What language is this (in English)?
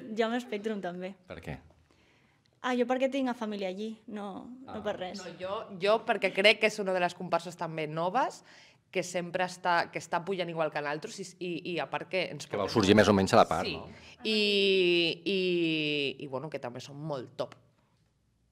Catalan